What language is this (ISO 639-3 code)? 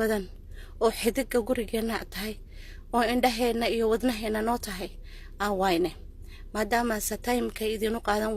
som